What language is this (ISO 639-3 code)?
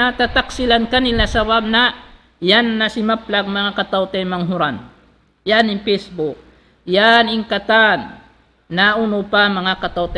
tsg